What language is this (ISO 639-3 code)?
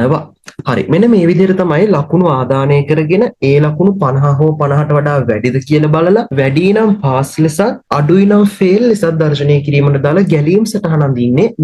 sin